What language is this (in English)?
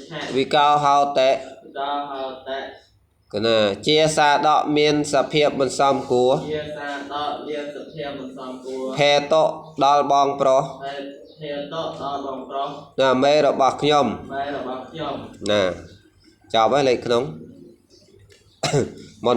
Khmer